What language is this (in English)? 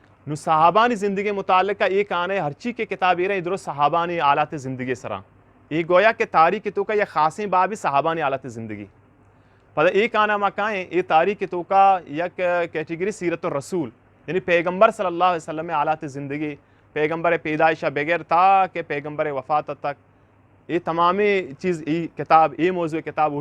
Eastern Balochi